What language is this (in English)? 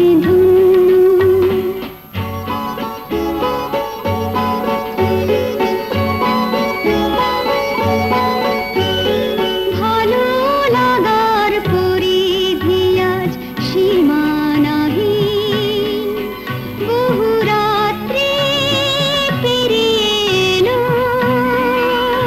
Bangla